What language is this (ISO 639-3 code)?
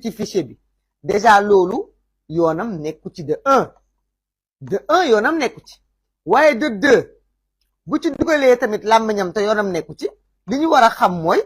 wol